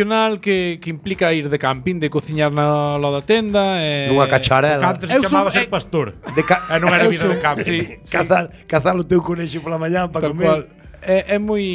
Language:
Galician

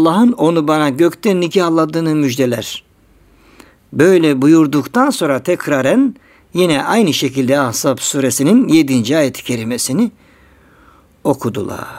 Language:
Turkish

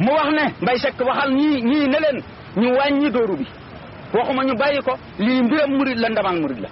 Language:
Wolof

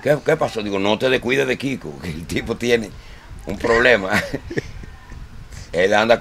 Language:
Spanish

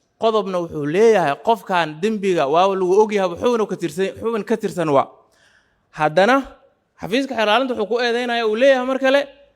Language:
Somali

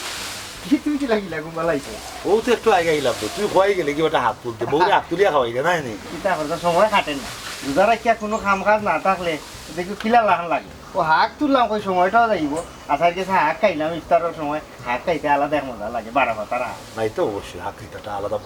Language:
Sylheti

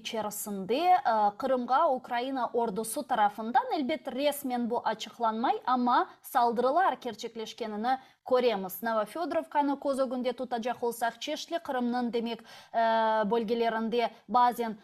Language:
Crimean Tatar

